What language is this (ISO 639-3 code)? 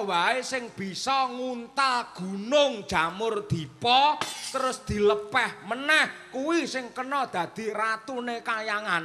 jav